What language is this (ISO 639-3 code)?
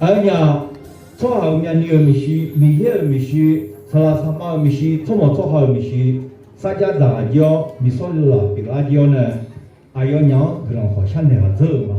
ahk